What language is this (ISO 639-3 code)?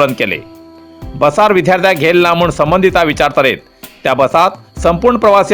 kok